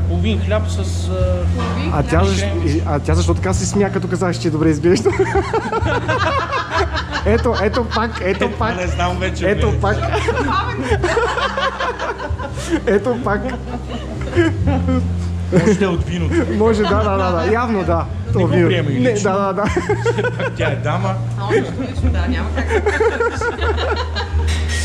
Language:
Bulgarian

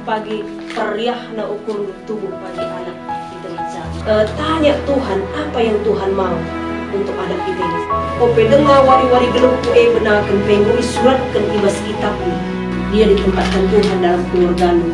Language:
Batak Karo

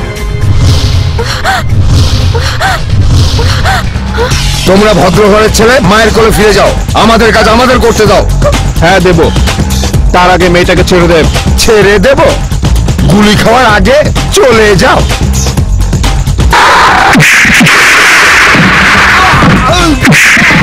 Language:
Bangla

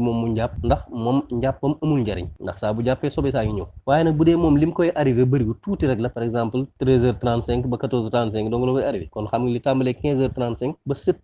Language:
Wolof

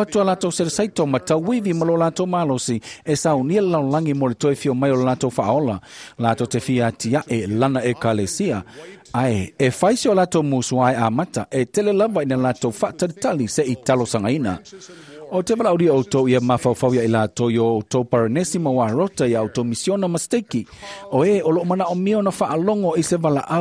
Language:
Samoan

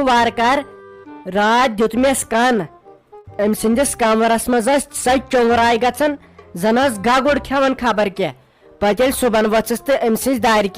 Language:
Kashmiri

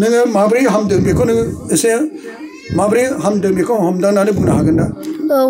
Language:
Bodo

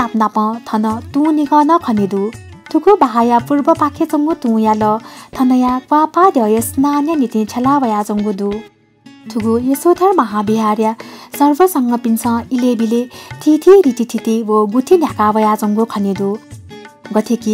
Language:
Newari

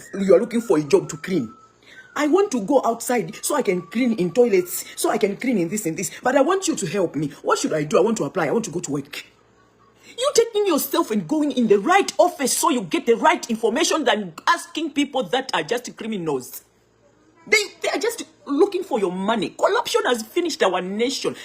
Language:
Nyanja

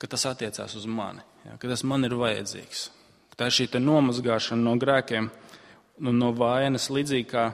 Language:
Latvian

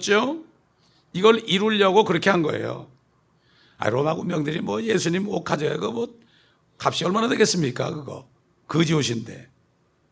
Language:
Korean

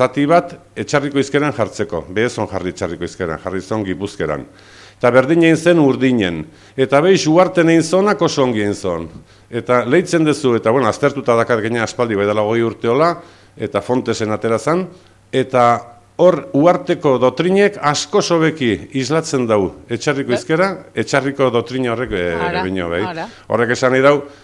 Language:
Basque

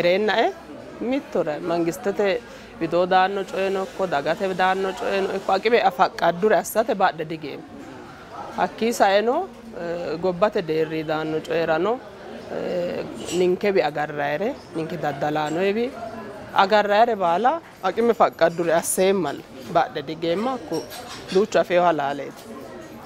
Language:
Sidamo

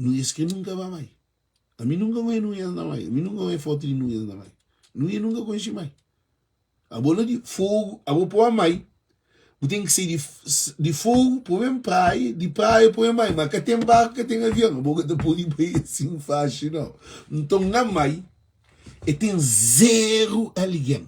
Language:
Kabuverdianu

